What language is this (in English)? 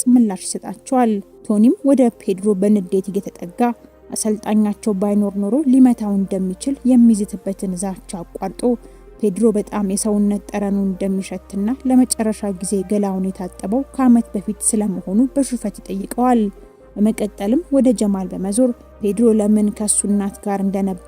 Amharic